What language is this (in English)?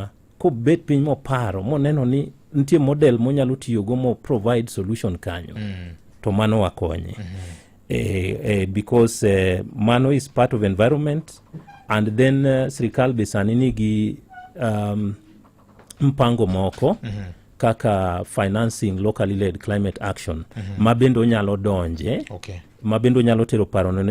Luo (Kenya and Tanzania)